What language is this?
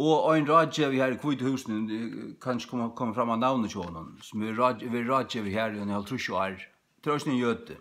Faroese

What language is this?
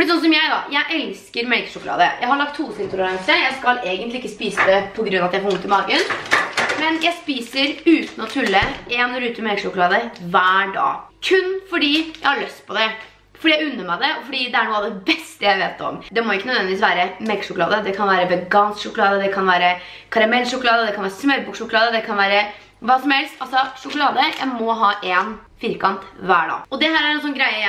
Norwegian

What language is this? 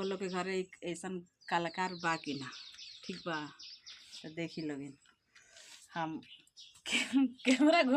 Bhojpuri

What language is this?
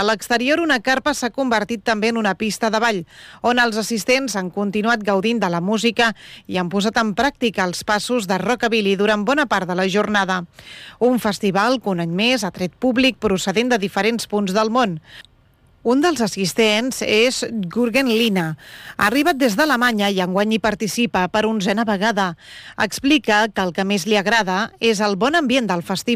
Catalan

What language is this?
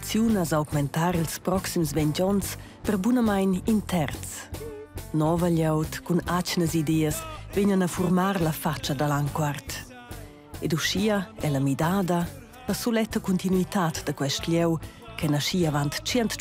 Romansh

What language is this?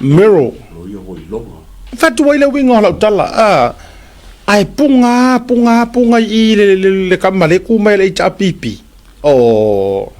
Samoan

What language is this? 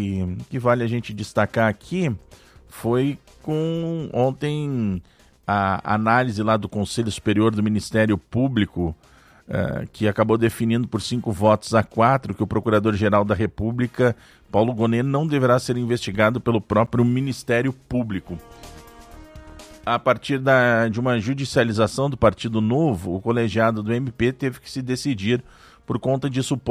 Portuguese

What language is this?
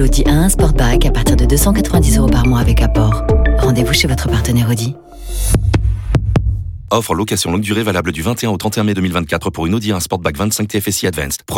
French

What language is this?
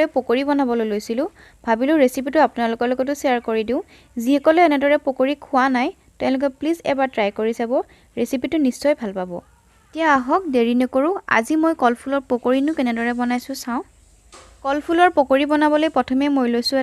Assamese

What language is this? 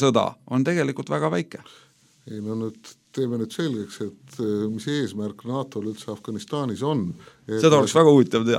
Estonian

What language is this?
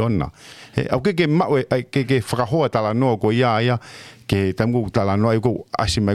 Tongan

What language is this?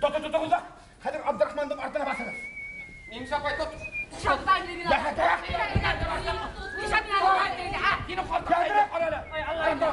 Bashkir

